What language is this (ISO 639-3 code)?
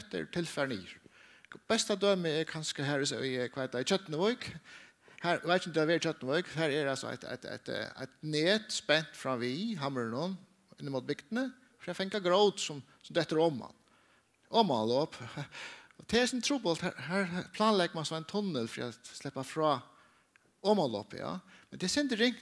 fao